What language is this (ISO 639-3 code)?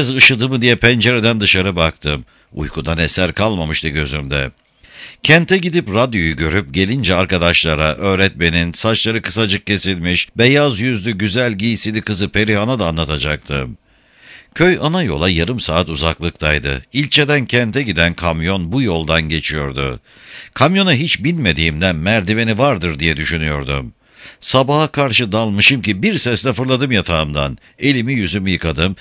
tur